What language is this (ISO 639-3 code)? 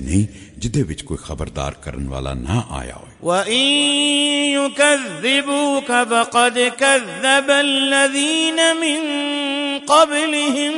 lah